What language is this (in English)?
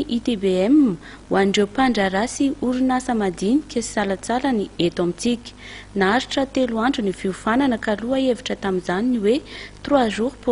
Malagasy